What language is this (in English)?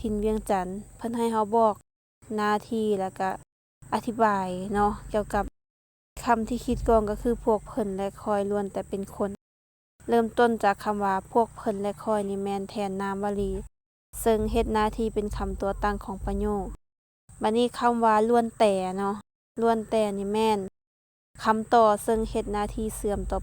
Lao